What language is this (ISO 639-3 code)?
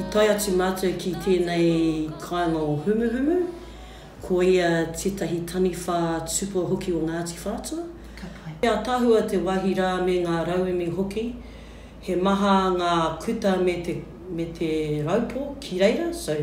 mri